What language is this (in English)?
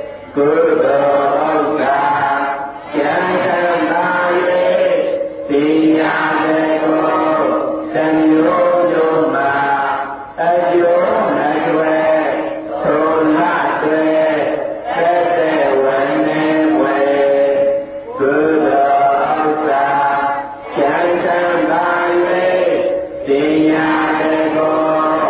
Burmese